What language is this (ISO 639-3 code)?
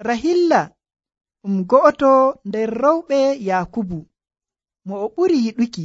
fuv